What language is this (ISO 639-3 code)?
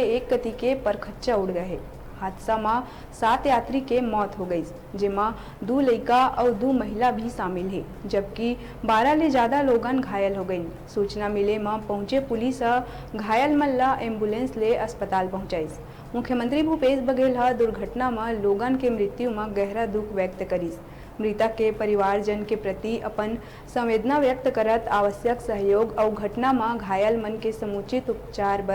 hne